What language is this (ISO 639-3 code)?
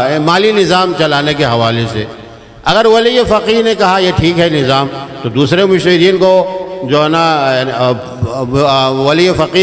urd